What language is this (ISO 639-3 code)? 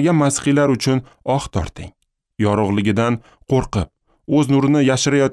uzb